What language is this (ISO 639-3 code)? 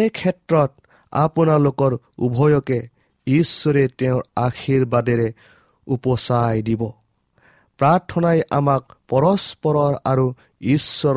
asm